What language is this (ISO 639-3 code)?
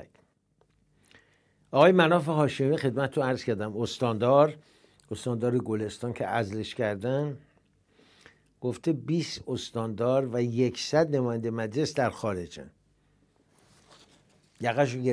fas